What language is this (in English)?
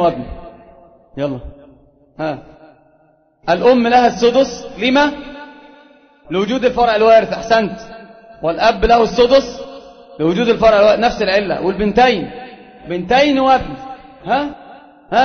Arabic